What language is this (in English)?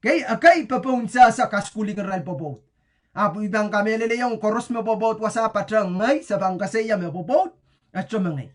Pohnpeian